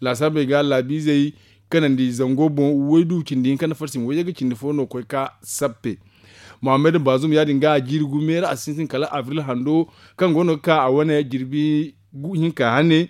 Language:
Zarma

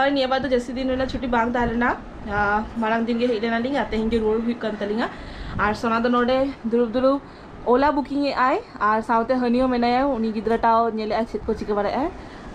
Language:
Santali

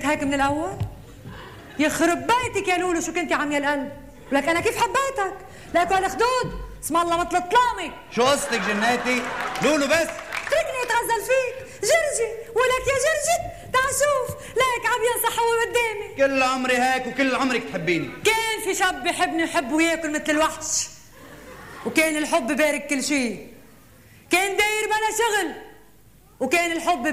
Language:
North Levantine Arabic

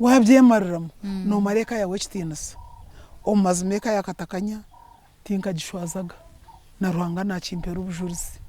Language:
Nyankole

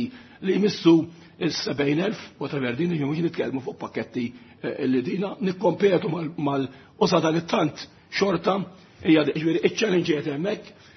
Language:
Maltese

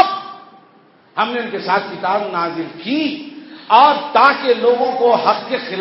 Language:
Urdu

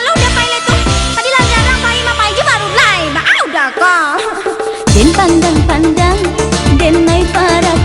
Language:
Minangkabau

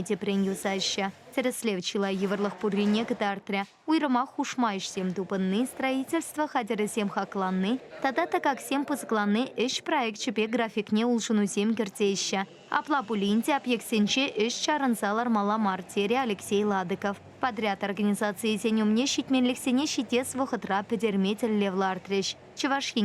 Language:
Chuvash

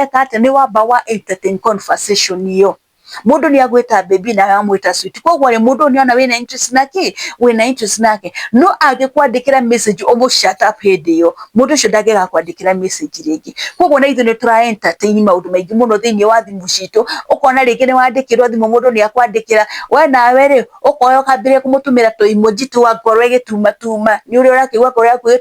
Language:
Kikuyu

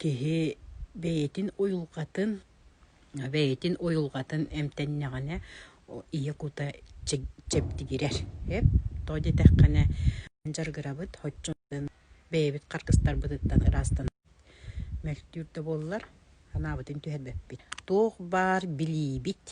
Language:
Yakut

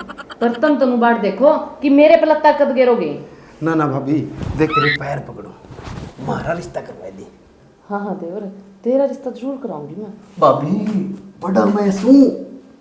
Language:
Haryanvi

